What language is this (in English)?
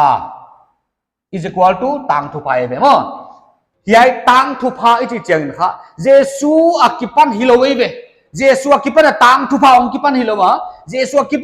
Paite Chin